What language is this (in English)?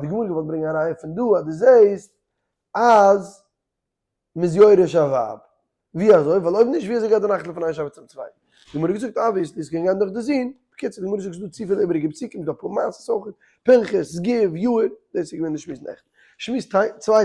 Yiddish